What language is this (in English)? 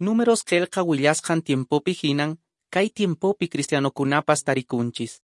Quechua